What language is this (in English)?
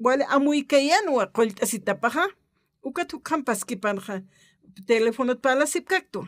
Aymara